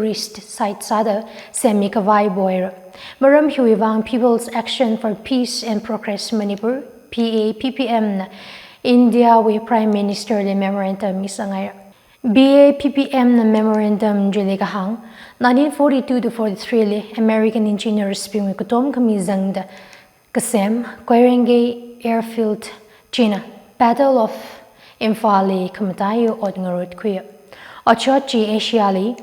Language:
Tangkhul Naga (India)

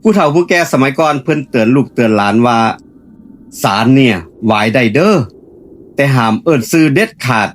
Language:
Lao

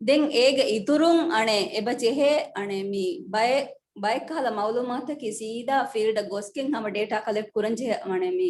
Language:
Divehi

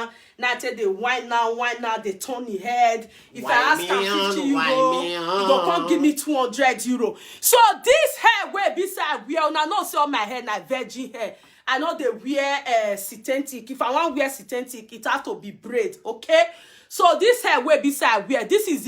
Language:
Nigerian Pidgin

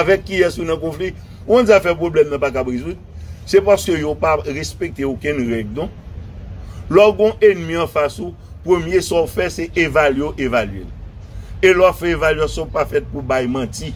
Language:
Haitian Creole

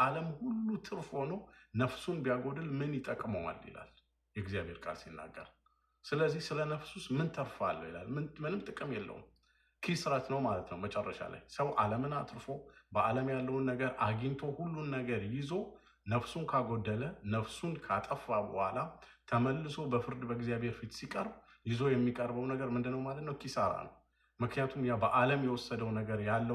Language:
Amharic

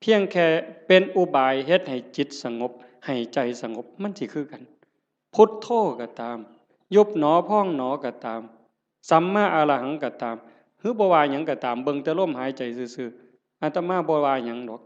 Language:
Northeastern Thai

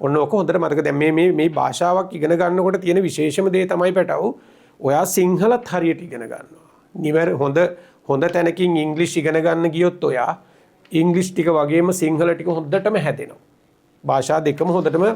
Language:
Sinhala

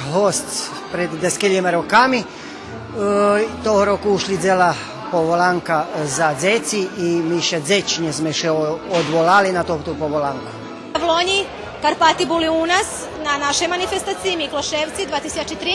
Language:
Rusyn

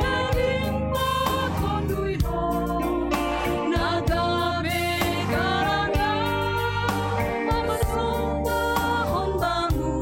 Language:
Batak Simalungun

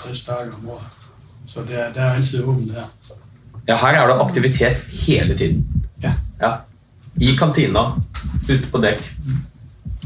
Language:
Norwegian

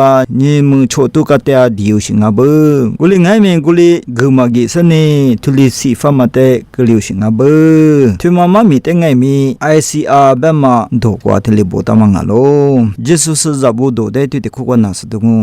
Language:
Lisu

